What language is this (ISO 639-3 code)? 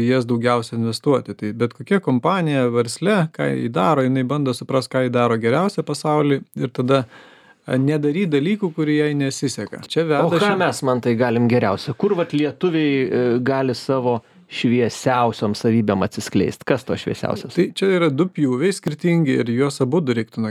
lit